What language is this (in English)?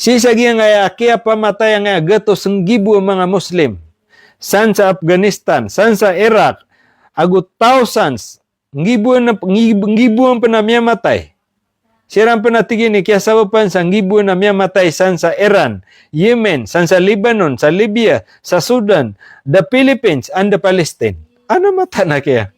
Maranao